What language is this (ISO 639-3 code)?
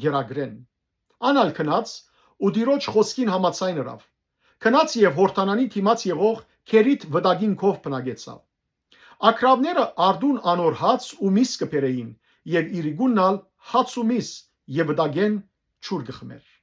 hyw